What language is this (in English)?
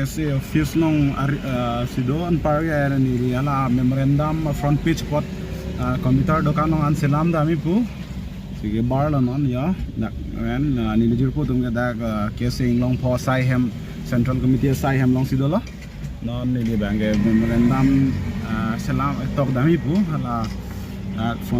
Karbi